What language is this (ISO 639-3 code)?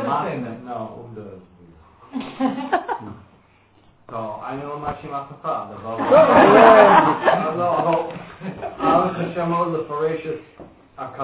heb